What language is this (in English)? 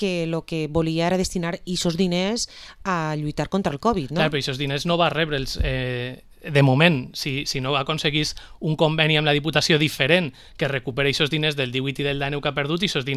Catalan